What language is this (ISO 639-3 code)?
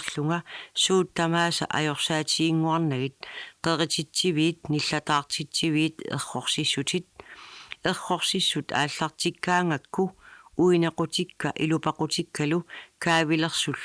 kal